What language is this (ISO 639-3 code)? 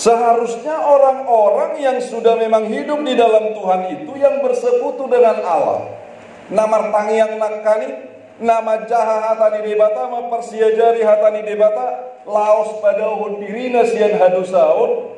bbc